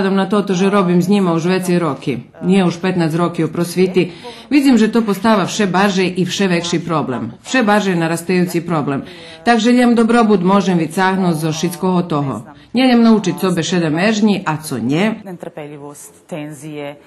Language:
Rusyn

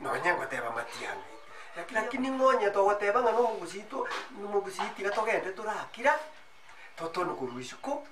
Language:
Gusii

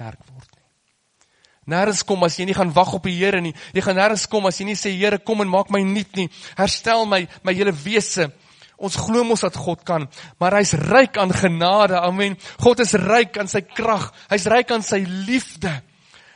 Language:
Afrikaans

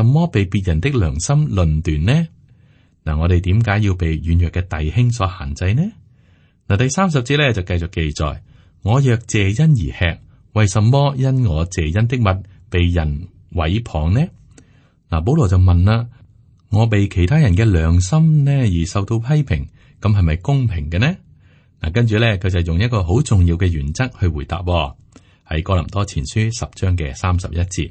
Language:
Cantonese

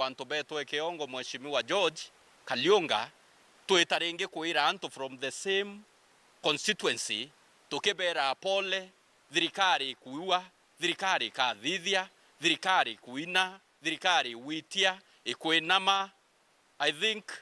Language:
Meru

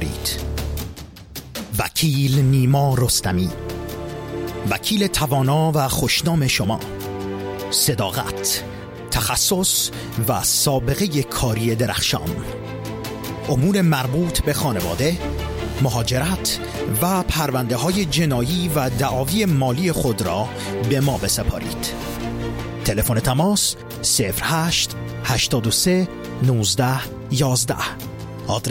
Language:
Persian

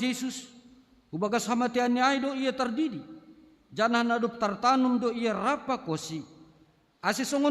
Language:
Batak Simalungun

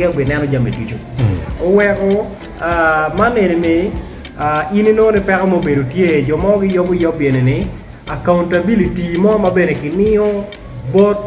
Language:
Acoli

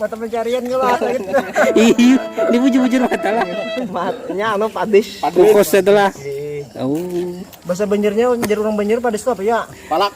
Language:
Banjar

